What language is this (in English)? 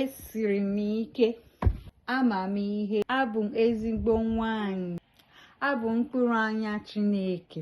Igbo